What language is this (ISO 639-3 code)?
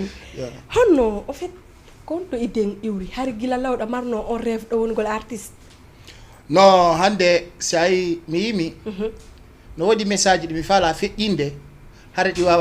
ful